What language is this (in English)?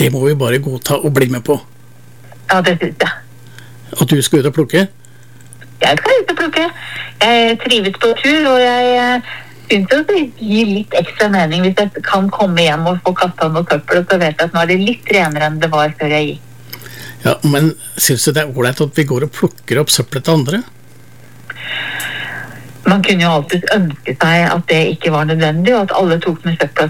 Norwegian